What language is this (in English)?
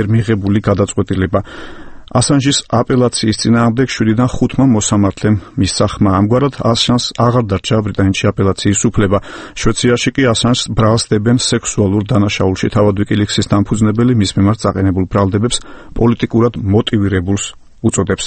Georgian